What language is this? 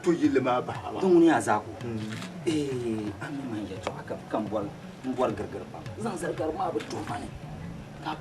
Dagbani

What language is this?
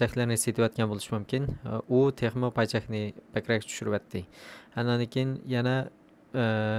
Uyghur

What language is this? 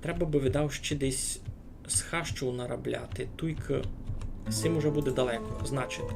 Rusyn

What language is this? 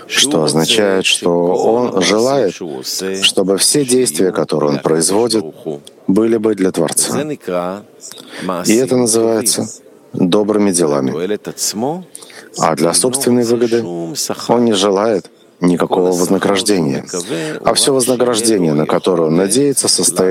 Russian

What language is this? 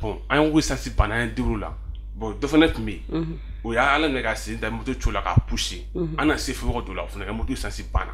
Bambara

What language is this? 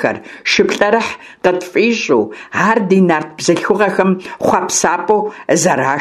Kabardian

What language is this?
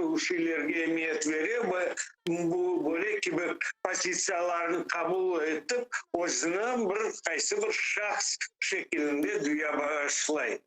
Crimean Tatar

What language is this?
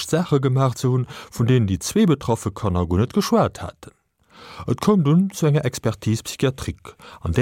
Luxembourgish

